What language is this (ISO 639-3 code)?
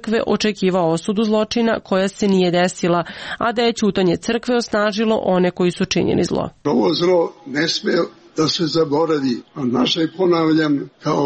srp